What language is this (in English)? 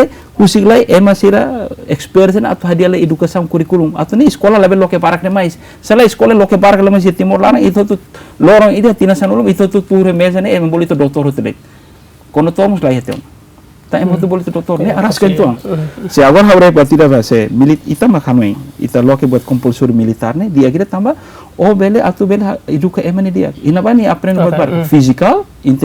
Tetum